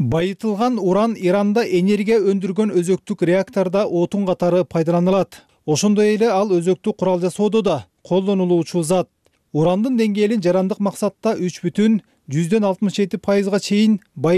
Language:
Kyrgyz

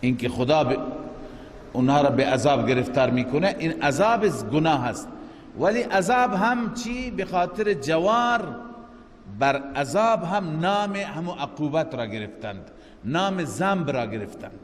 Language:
Persian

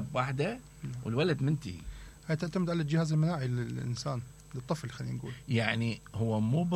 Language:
Mesopotamian Arabic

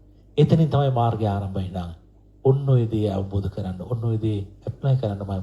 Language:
Sinhala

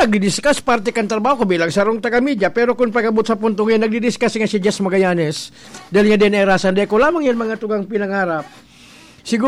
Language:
Bikol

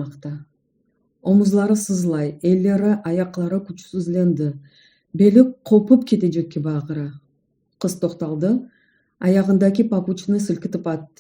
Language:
Crimean Tatar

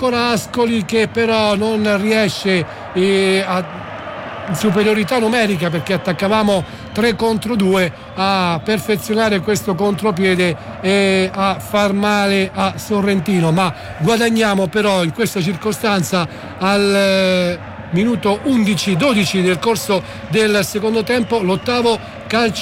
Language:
Italian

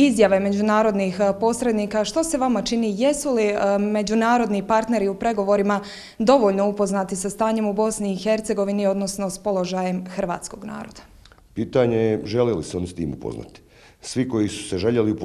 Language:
Croatian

